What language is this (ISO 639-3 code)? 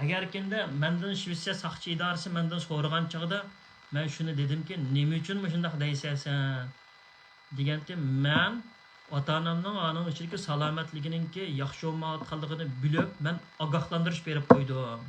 uig